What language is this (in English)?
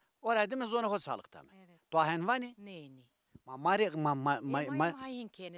Zaza